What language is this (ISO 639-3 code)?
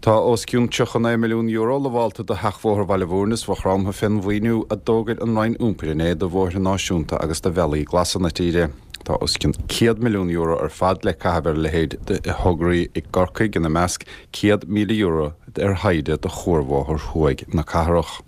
gle